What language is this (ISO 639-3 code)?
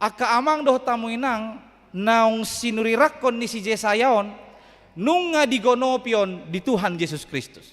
bbc